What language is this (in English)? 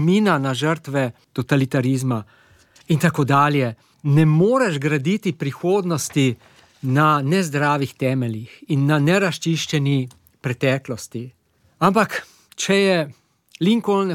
Slovenian